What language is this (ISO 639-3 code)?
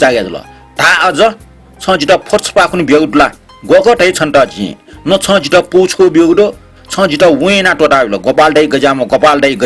new